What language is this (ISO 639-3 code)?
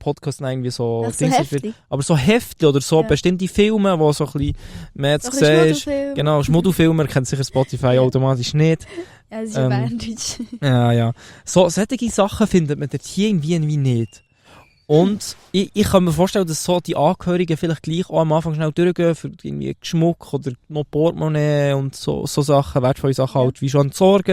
gsw